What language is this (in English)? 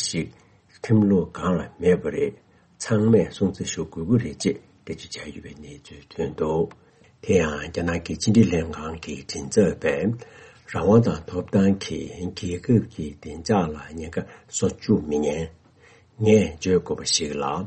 Tibetan